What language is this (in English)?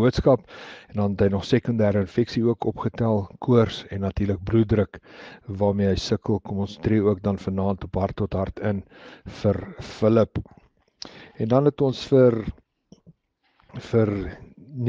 Afrikaans